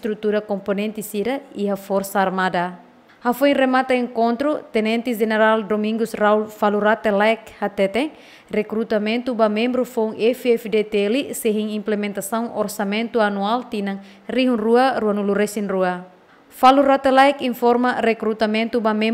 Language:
Tetum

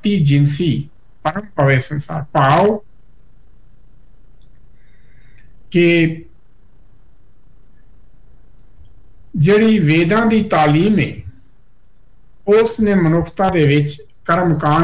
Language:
Punjabi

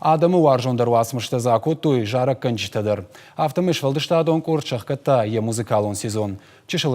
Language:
Ossetic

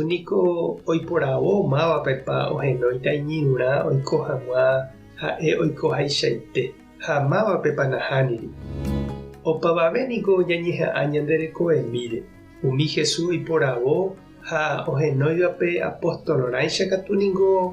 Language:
Guarani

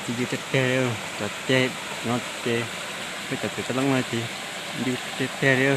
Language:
Hmong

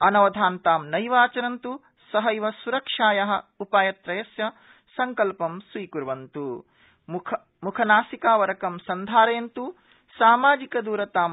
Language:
Sanskrit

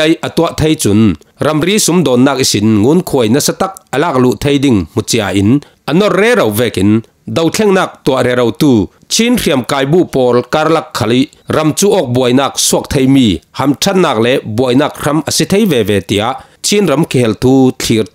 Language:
Falam Chin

